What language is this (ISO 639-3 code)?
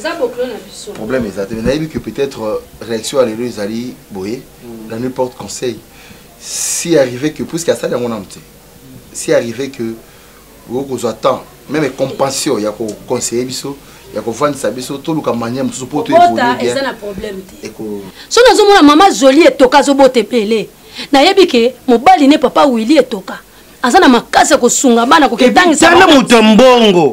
lin